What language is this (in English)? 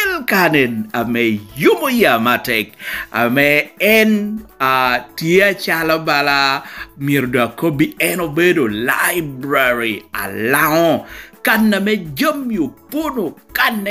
Lango (Uganda)